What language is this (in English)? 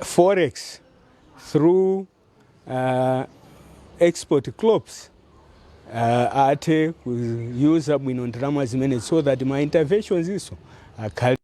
Nyanja